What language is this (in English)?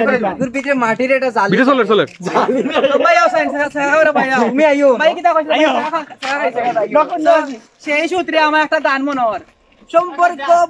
Sylheti